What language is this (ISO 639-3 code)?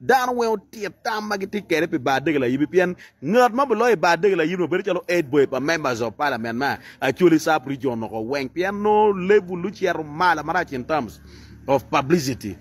ach